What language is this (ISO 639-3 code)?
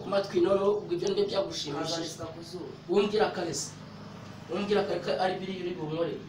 kin